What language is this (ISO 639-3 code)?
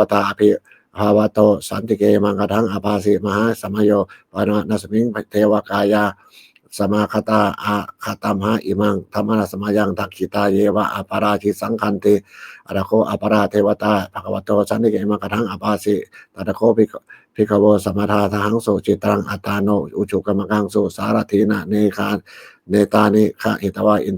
pli